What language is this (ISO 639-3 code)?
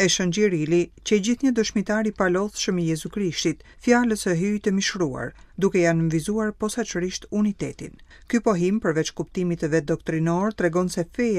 sqi